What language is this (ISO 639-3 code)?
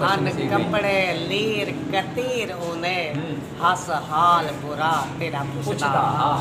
skr